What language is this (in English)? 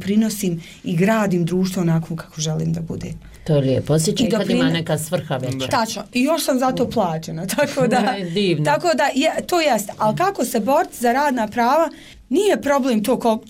Bosnian